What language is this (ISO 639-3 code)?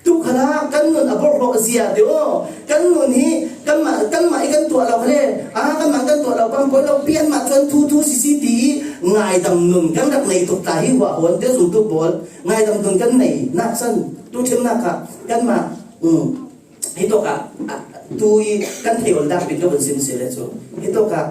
cfm